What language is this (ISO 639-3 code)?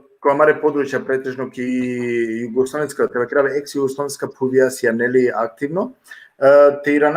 rmn